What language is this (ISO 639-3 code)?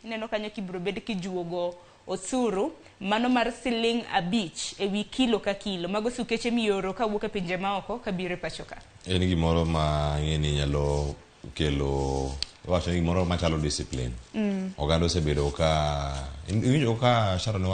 luo